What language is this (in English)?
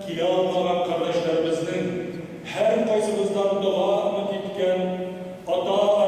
Tatar